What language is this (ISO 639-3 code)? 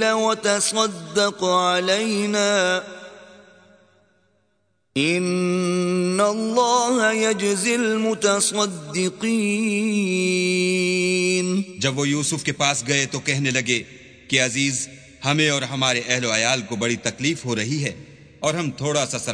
urd